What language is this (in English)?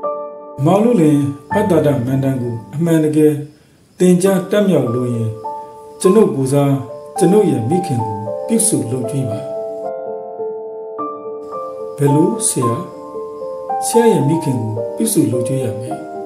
Burmese